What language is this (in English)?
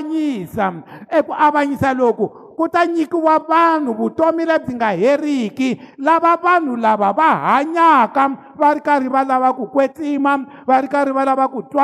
Tsonga